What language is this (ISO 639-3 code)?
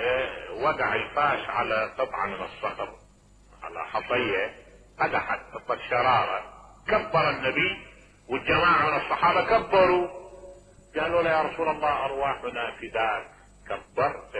acm